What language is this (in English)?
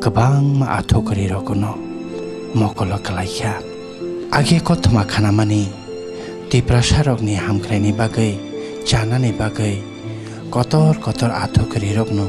Kok Borok